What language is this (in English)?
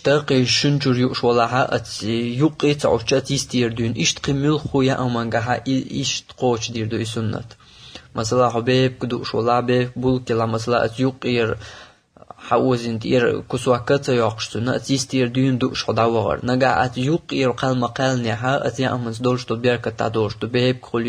Chechen